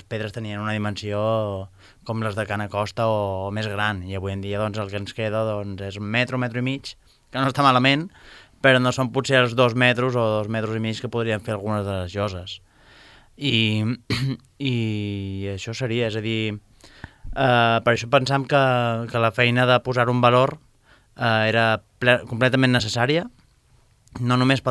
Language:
Catalan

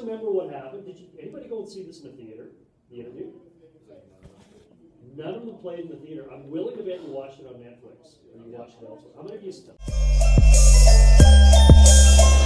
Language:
English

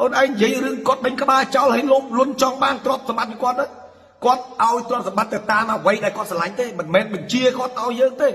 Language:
Khmer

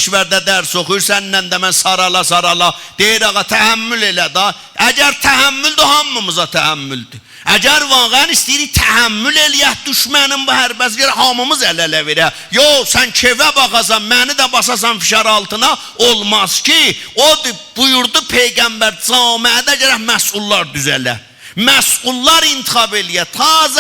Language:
South Azerbaijani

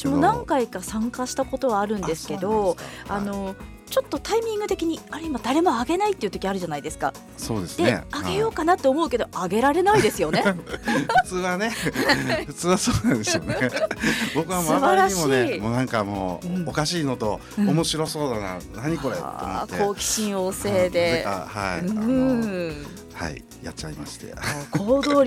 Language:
Japanese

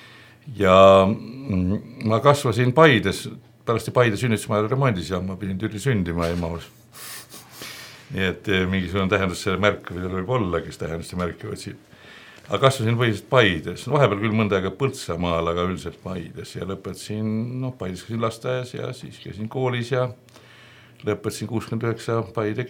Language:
Estonian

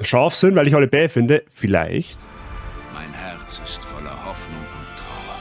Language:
Bavarian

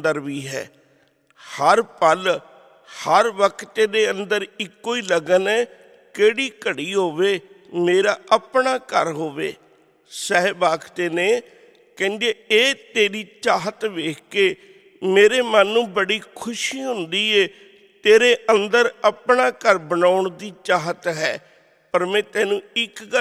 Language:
Punjabi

